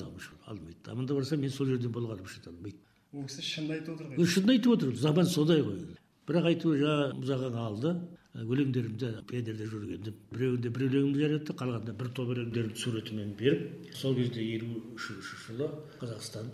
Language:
Kazakh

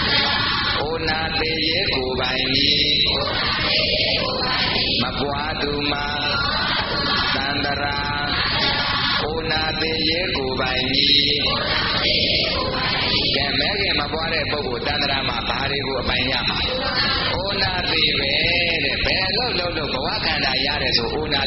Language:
Burmese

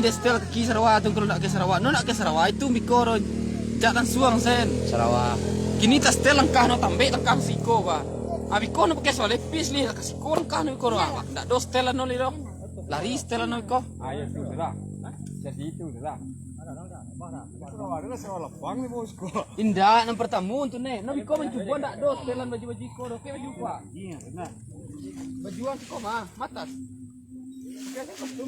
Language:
Minangkabau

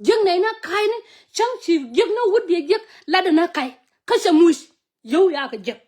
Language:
Nuer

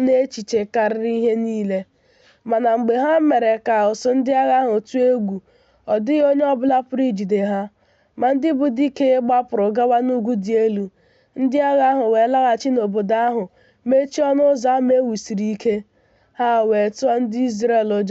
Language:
Igbo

